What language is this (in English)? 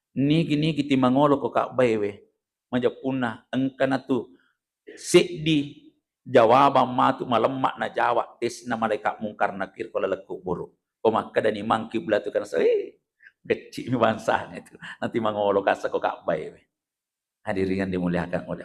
Buginese